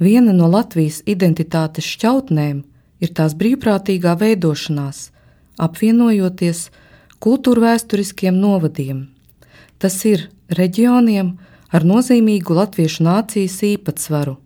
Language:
Latvian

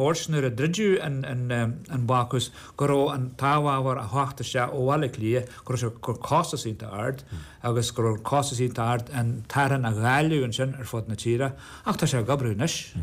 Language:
Irish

